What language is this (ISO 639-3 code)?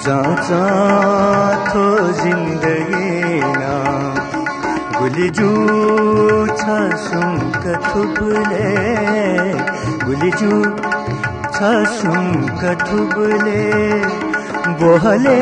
new